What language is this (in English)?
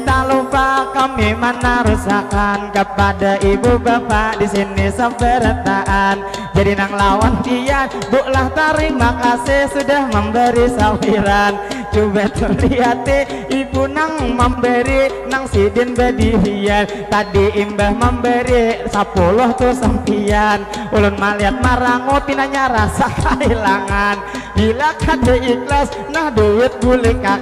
Banjar